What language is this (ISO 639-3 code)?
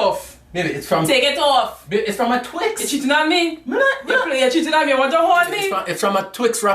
jam